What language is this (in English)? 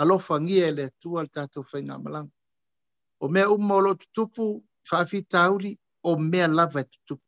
Samoan